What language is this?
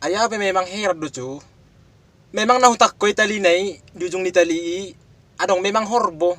Batak Toba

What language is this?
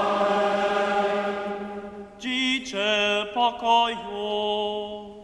Upper Sorbian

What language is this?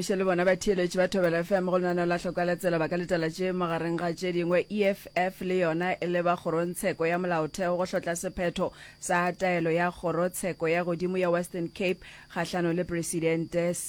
Northern Sotho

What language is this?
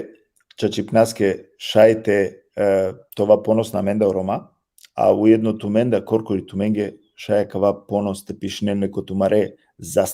Balkan Romani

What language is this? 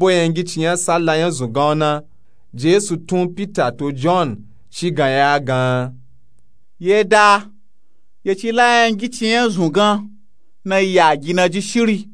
Nupe-Nupe-Tako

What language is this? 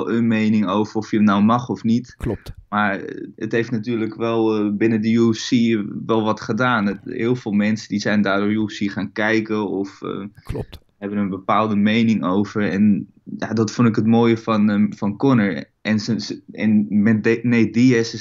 Dutch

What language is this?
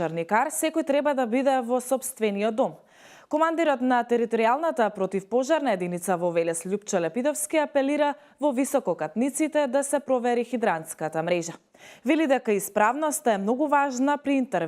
Macedonian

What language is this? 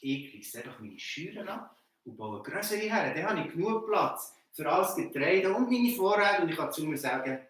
Swiss German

